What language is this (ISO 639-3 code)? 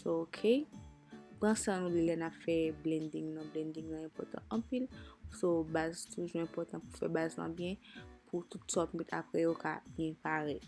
hat